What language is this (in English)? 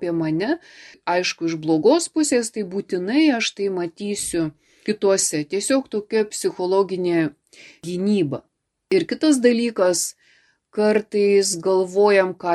Lithuanian